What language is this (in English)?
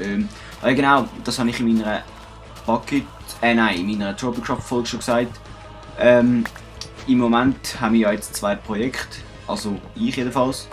Swiss German